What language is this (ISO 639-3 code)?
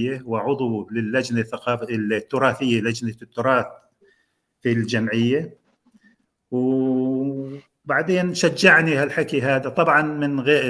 apc